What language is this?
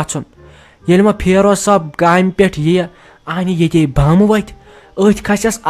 Kashmiri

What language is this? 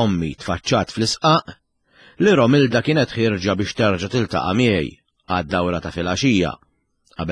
Maltese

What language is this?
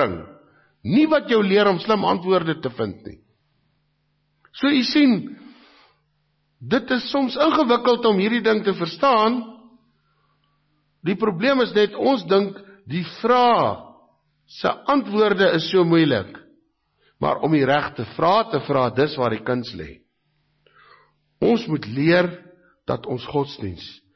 Afrikaans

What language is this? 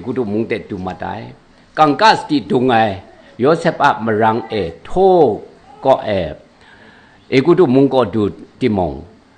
Kachin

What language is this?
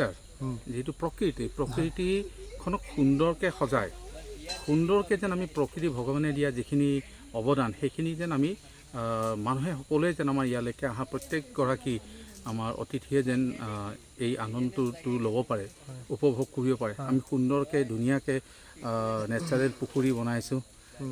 Assamese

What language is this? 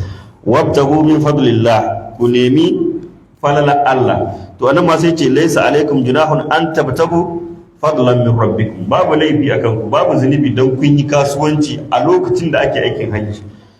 Hausa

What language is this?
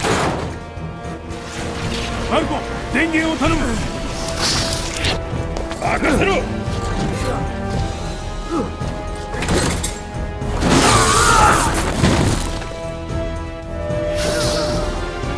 Japanese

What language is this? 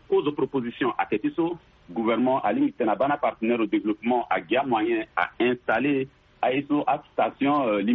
Sango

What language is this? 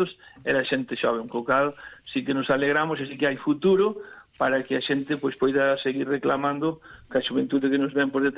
Galician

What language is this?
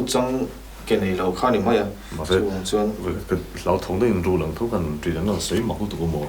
Mizo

